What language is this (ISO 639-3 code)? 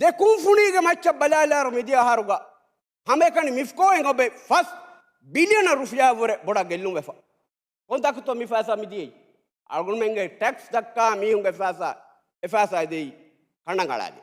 div